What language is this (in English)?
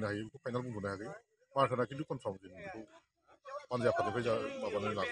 Bodo